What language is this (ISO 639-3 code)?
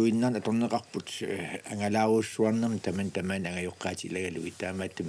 kal